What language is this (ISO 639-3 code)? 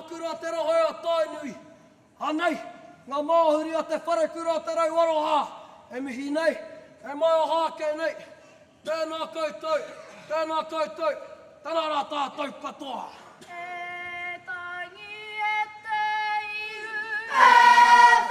mri